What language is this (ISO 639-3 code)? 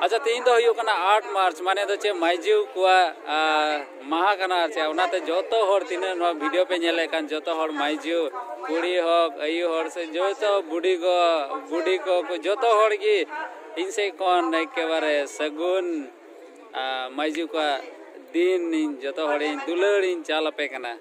sat